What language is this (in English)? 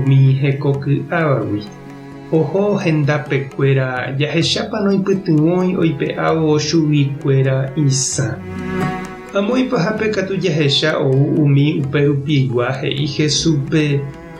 Guarani